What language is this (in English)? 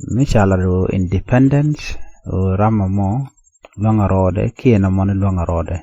Nuer